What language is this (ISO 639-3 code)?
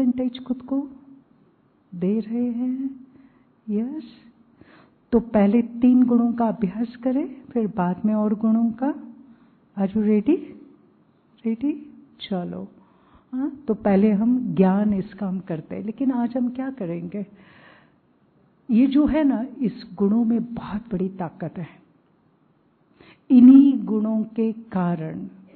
hin